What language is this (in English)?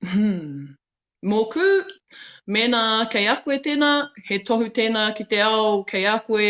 Māori